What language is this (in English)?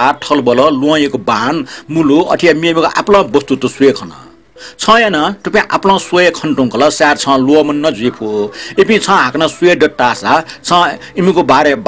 Newari